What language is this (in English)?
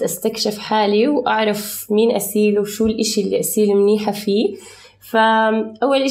North Levantine Arabic